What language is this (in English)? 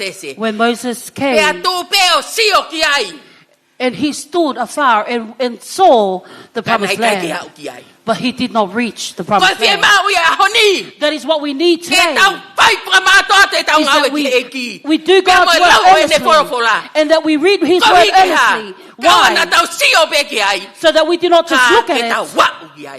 Tongan